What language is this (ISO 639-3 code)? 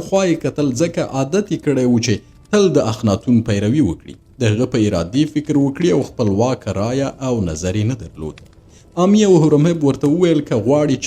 pus